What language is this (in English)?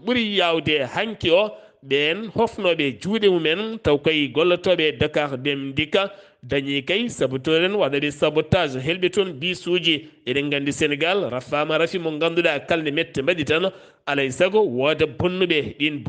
Fula